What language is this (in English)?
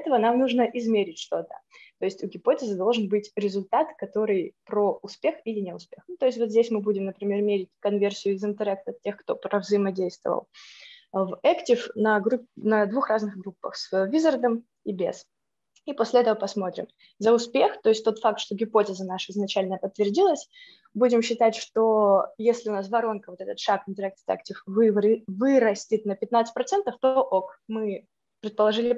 Russian